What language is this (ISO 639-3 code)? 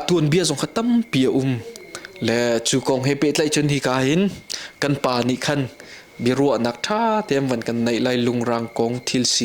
cnh